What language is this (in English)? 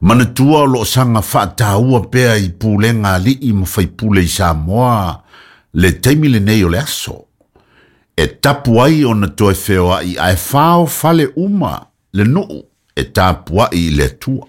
Samoan